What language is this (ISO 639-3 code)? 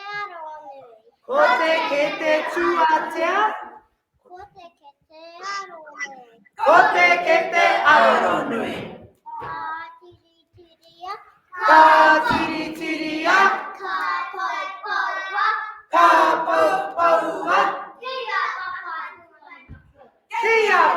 mri